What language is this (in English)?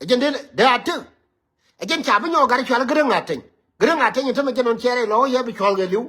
Nuer